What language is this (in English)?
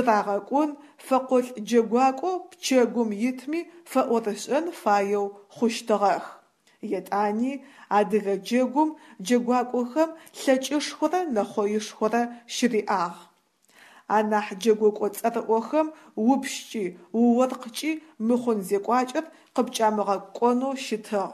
Adyghe